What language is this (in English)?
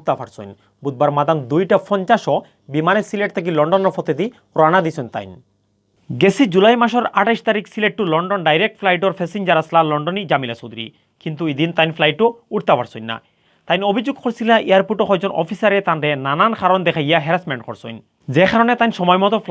Sylheti